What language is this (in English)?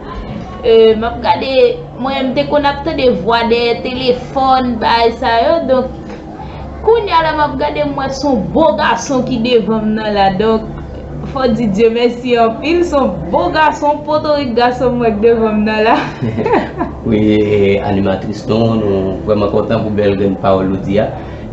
Haitian Creole